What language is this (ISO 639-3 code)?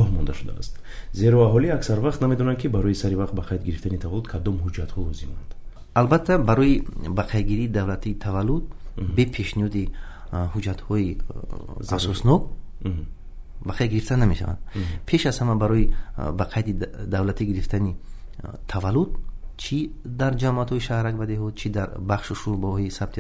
tgk